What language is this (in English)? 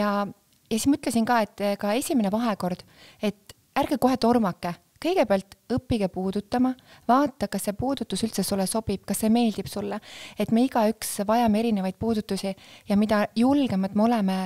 Estonian